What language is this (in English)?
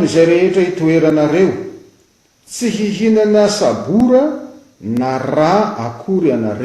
Malagasy